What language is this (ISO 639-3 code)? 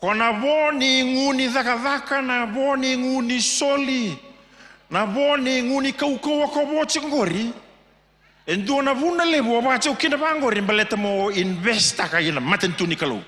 fij